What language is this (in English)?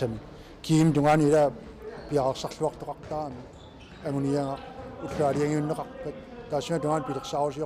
Kalaallisut